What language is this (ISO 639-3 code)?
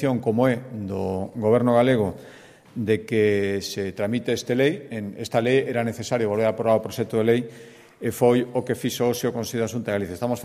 glg